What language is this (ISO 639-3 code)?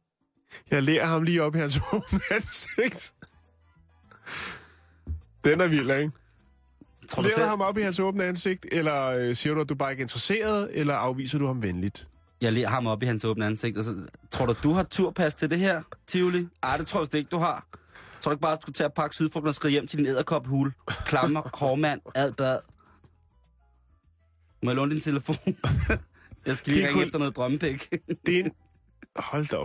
dan